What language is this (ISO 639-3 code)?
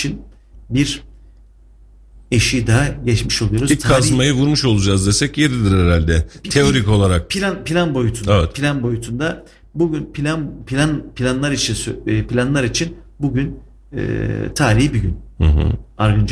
tur